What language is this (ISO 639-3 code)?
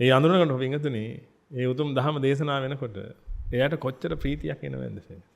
sin